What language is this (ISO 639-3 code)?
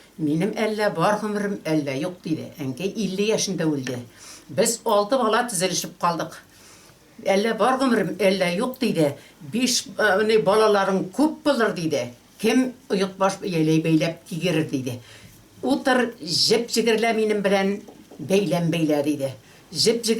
tat